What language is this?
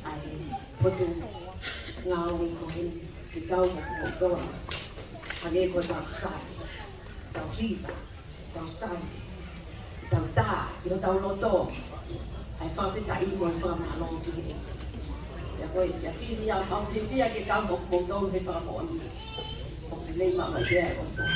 Tongan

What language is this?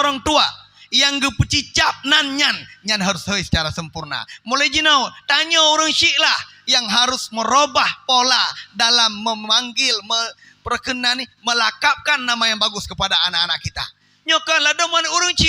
Achinese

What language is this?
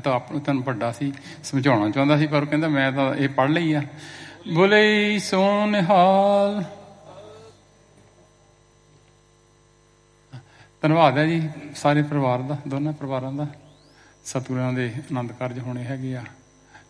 Punjabi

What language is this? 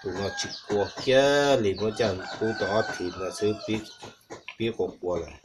Hmong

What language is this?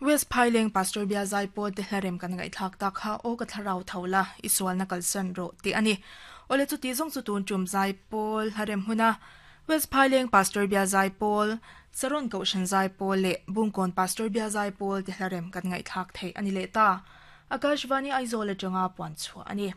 Mizo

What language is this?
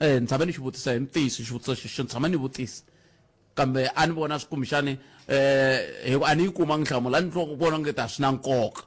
Tsonga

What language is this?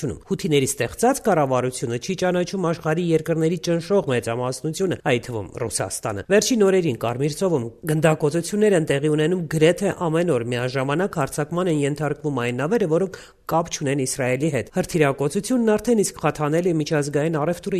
Armenian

